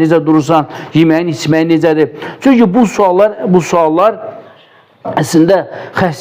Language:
Azerbaijani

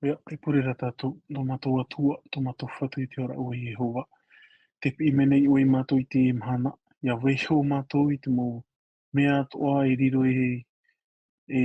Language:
Tahitian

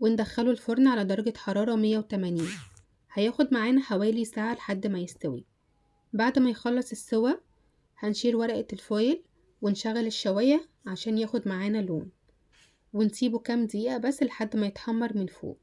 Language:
Egyptian Arabic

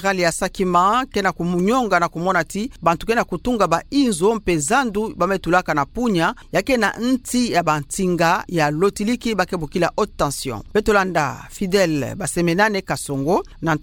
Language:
Kituba (Democratic Republic of Congo)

